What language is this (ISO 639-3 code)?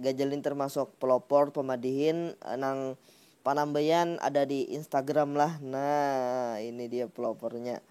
bjn